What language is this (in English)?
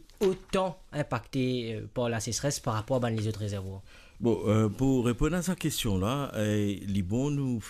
Morisyen